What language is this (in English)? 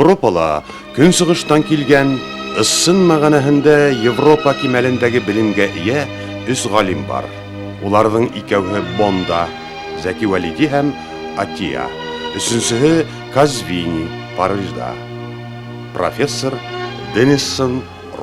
Bashkir